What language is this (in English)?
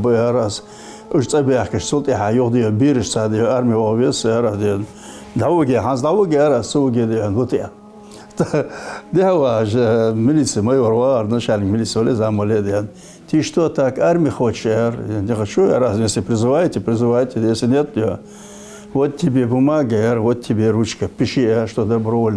Ingush